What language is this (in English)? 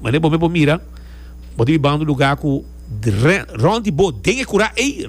Papiamento